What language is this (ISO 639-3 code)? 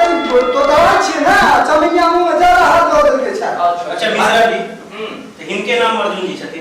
mai